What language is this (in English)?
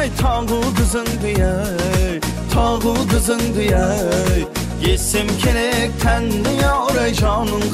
Kara-Kalpak